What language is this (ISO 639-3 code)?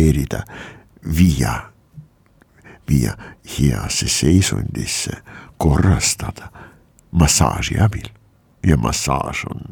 est